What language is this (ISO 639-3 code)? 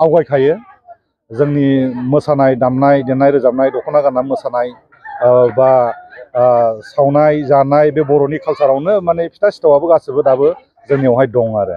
brx